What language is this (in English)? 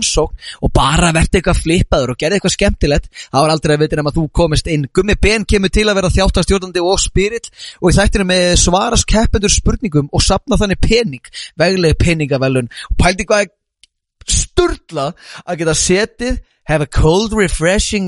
Icelandic